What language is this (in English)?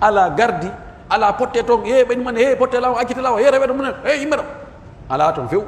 Pular